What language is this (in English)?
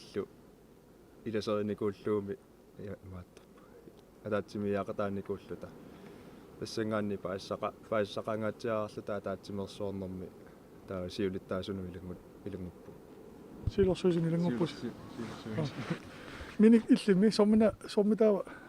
Kalaallisut